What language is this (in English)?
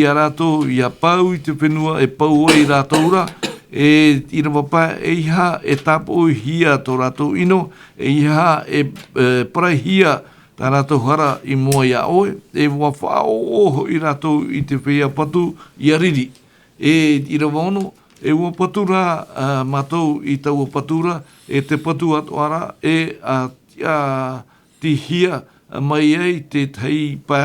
Tahitian